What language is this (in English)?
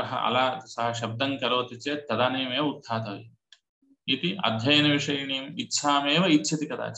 Sanskrit